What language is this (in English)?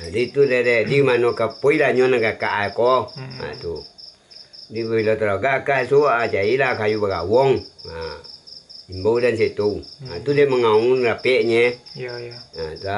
Minangkabau